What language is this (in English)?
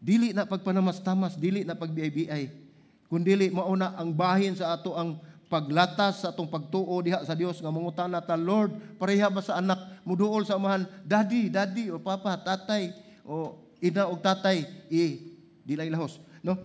Cebuano